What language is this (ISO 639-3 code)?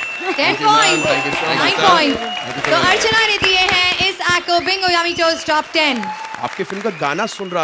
hin